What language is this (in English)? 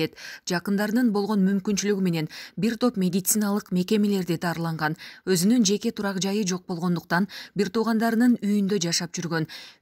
Kyrgyz